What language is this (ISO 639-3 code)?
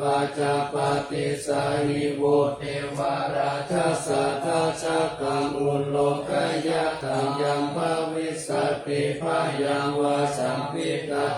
pli